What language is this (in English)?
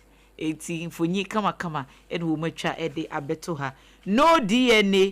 Akan